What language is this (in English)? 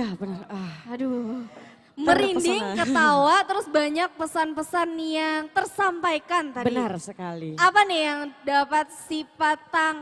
Banjar